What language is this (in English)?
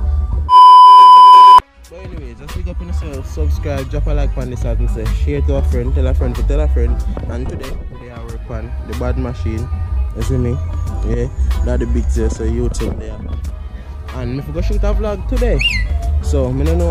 English